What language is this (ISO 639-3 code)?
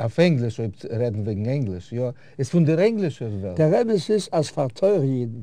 yid